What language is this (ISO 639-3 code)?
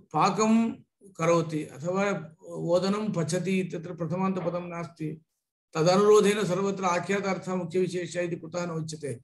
san